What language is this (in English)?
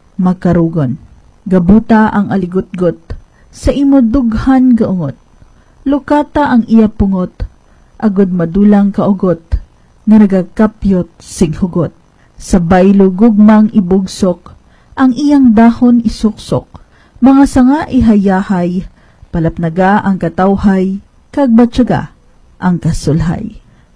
Hiligaynon